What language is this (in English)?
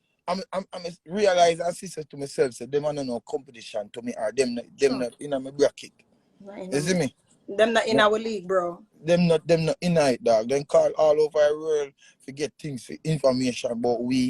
Jamaican Creole English